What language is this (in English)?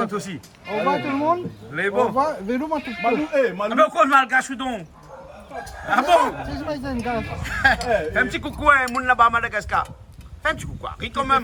Réunion Creole French